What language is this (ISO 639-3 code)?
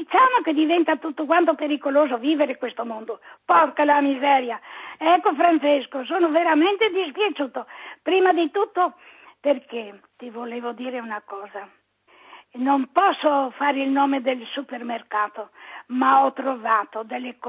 ita